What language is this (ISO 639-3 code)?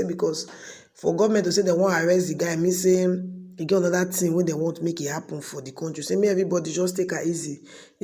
pcm